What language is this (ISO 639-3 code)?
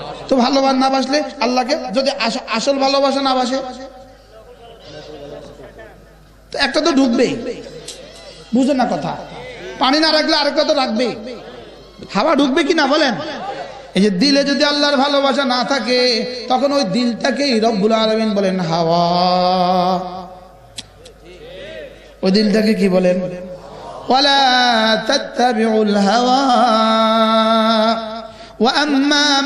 ben